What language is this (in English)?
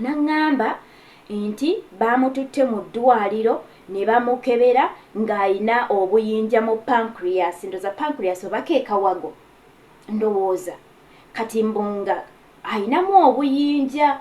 Ganda